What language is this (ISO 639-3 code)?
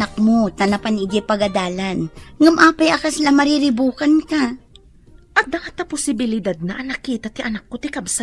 ilo